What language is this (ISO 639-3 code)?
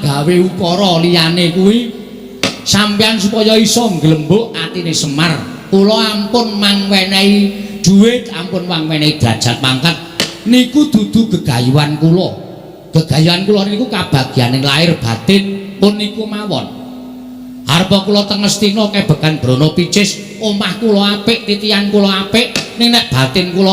jav